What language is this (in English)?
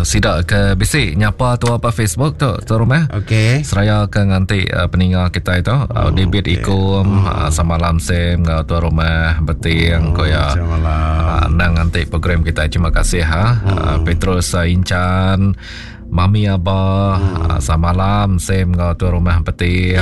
Iban